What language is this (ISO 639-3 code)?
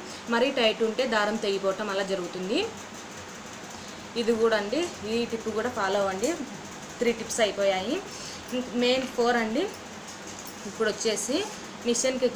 tel